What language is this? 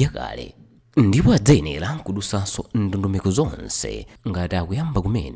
Nyanja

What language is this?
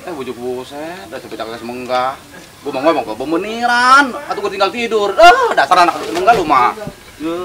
Betawi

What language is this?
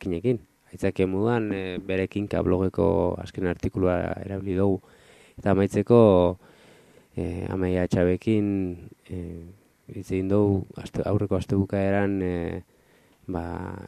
Basque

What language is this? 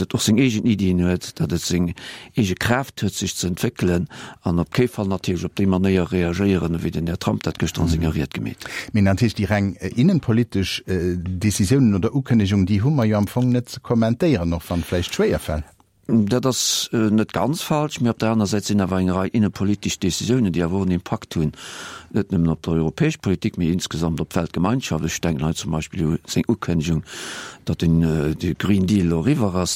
Luxembourgish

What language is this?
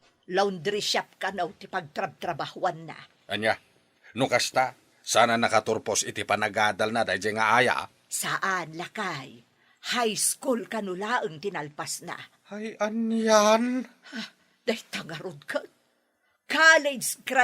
Iloko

